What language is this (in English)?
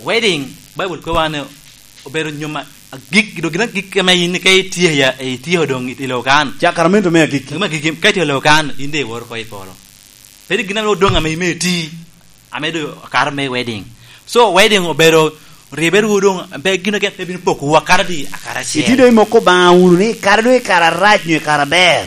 Lango (Uganda)